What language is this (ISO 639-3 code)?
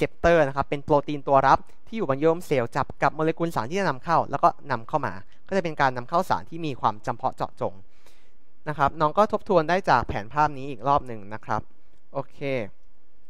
tha